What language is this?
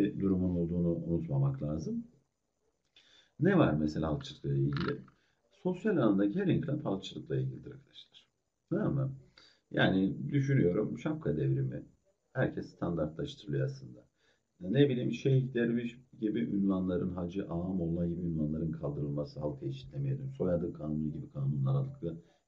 Turkish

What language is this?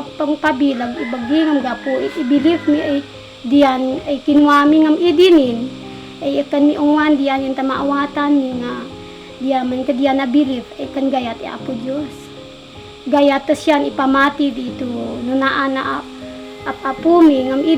Isnag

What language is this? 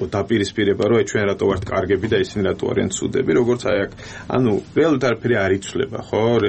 Georgian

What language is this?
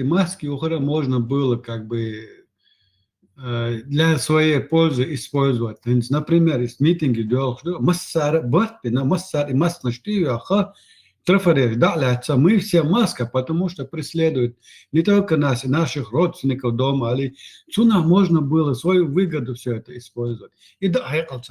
Chechen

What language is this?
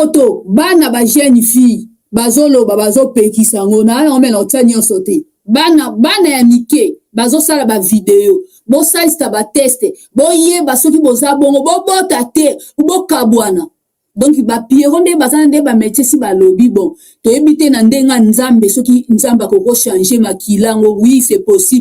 Lingala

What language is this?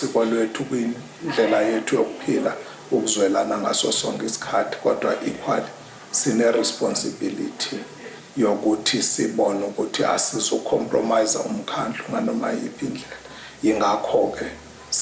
Zulu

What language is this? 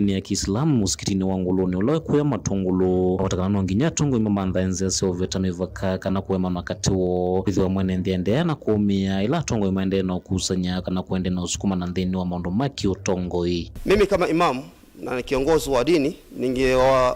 Kamba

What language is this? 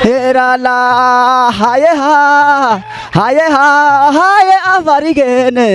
Kafa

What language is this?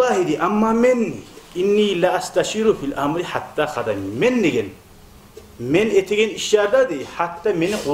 Kumyk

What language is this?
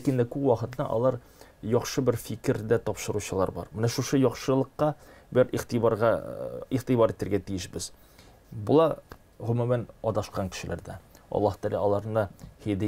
Tatar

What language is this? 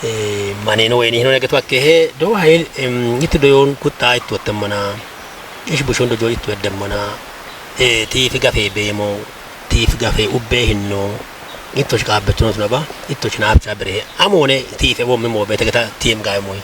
Kafa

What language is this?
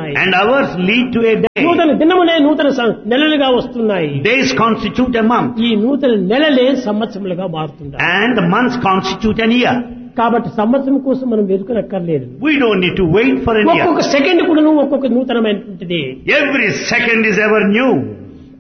Telugu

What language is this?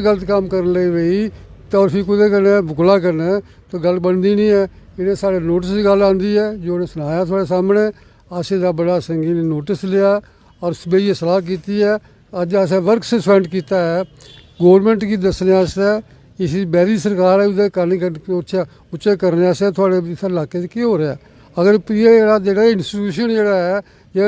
Dogri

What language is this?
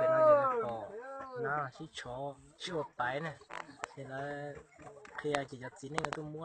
Hmong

